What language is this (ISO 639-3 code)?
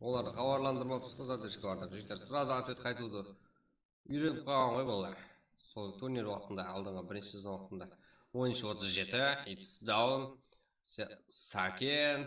kaa